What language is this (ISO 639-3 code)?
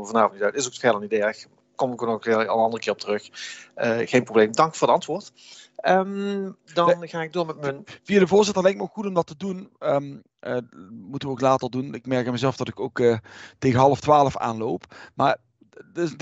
nld